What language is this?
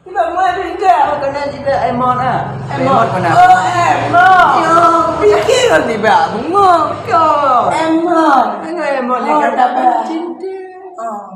Achinese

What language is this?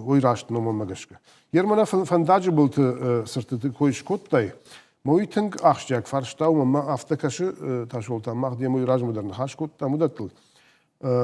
Ossetic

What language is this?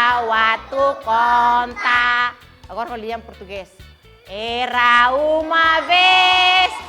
Tetum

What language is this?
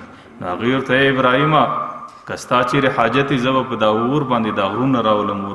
Pashto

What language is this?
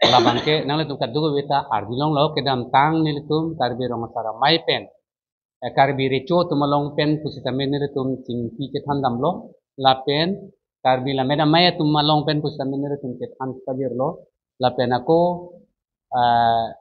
Karbi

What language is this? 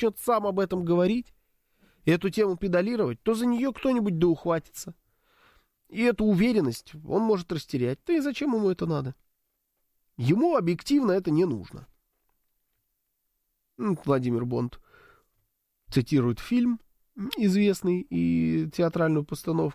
Russian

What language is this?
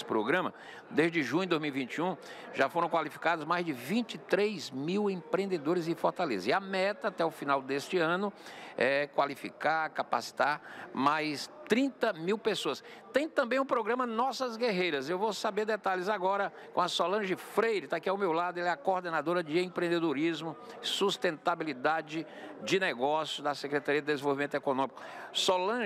Portuguese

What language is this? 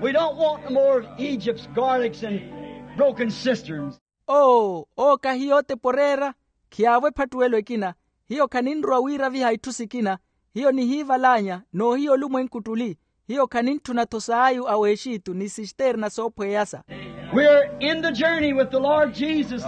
Makhuwa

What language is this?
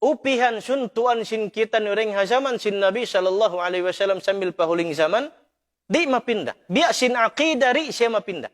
Tausug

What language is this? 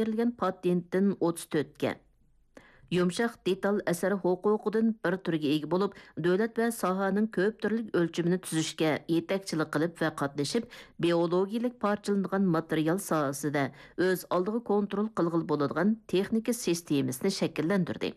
Uyghur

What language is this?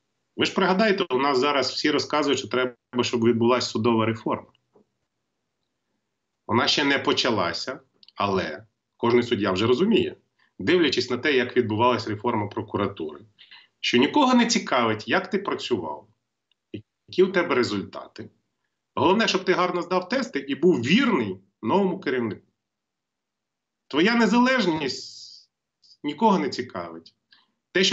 Ukrainian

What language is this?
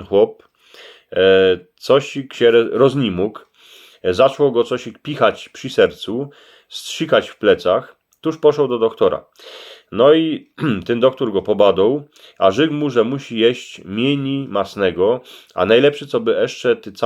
Silesian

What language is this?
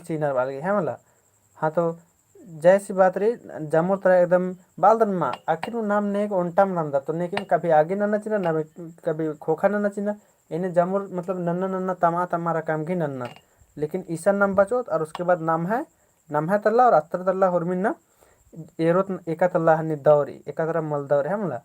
Kurukh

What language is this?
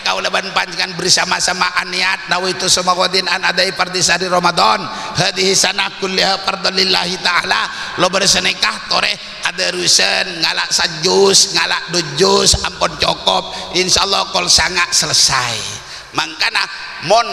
Madurese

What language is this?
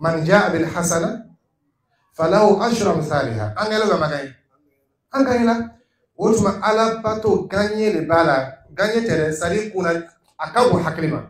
Dyula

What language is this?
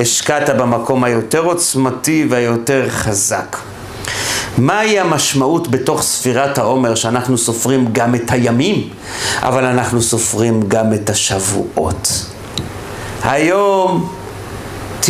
Hebrew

